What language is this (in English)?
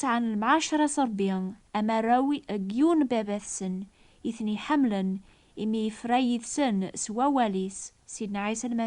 Kabyle